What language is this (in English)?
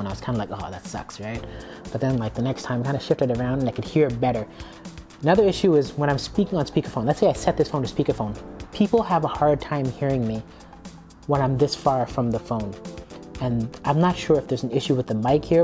English